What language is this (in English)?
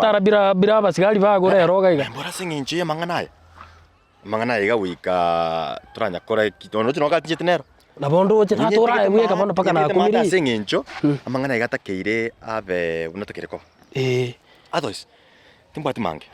Gusii